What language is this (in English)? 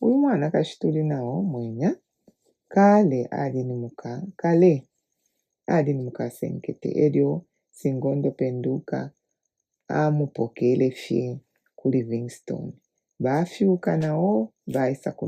Bemba